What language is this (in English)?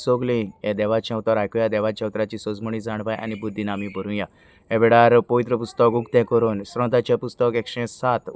Konkani